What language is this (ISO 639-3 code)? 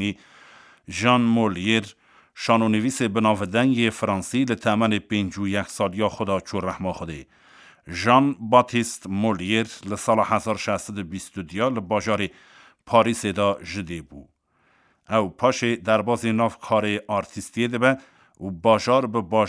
kur